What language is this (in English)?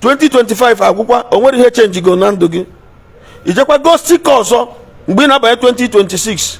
Igbo